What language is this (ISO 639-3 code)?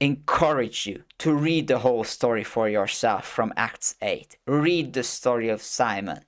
eng